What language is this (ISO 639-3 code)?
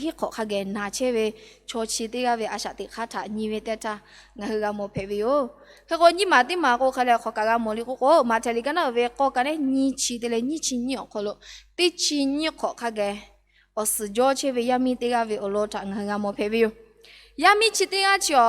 lhu